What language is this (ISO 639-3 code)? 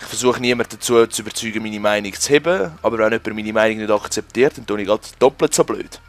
gsw